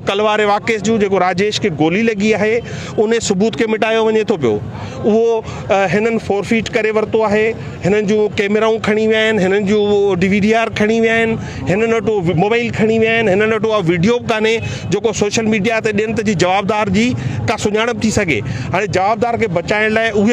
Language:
Sindhi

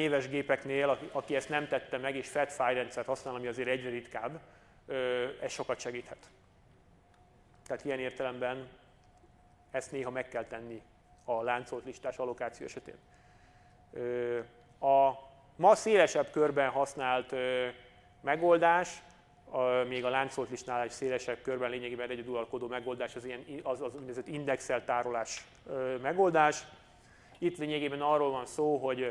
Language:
Hungarian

